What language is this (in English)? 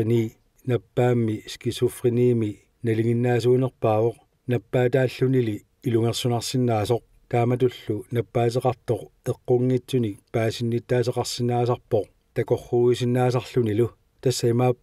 Kalaallisut